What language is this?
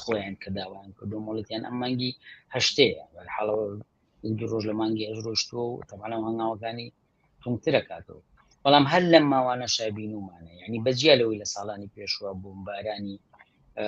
Central Kurdish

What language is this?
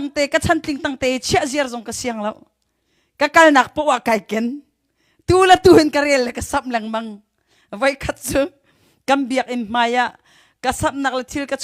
Hakha Chin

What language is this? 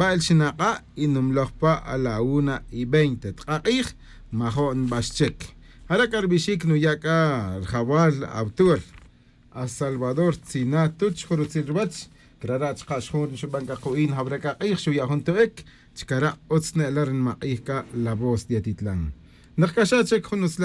Kaqchikel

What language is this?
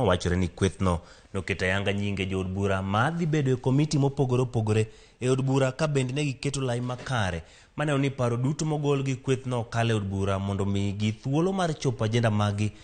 Luo (Kenya and Tanzania)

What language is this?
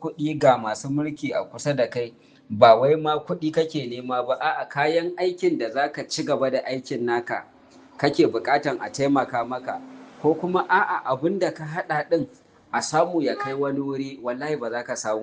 Hausa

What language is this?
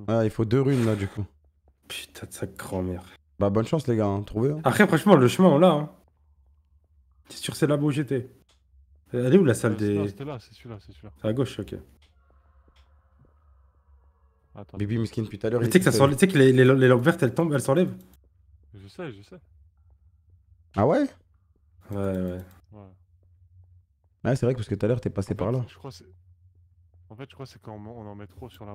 French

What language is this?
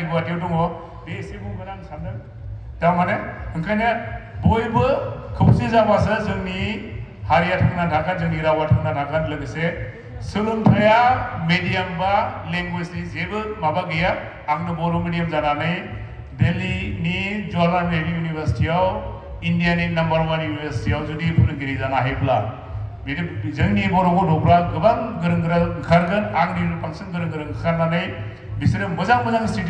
Bodo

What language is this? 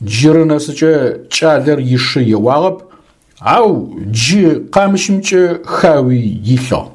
Adyghe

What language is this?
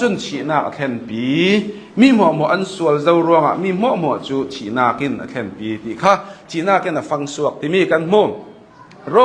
Hakha Chin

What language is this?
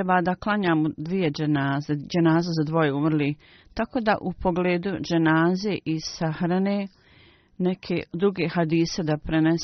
Bosnian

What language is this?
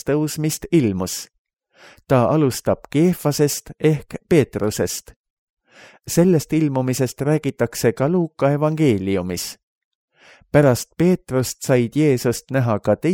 Estonian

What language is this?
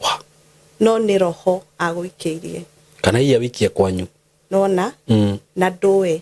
Kikuyu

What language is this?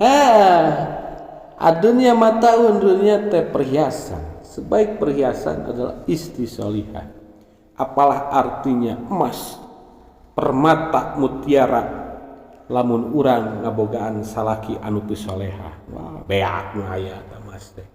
Sundanese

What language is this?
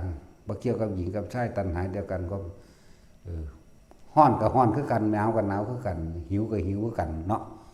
Northeastern Thai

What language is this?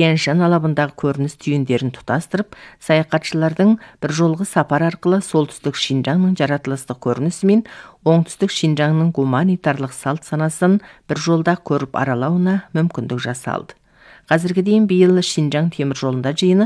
Kazakh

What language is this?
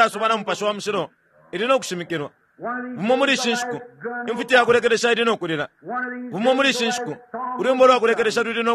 Bemba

